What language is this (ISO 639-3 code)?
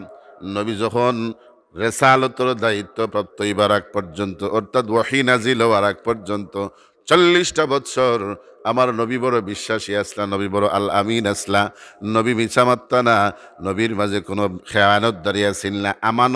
syl